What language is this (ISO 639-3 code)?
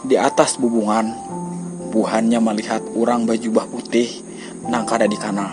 bjn